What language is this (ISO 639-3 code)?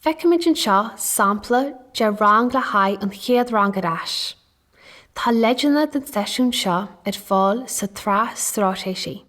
gle